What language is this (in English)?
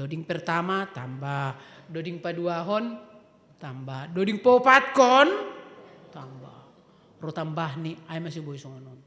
Batak Simalungun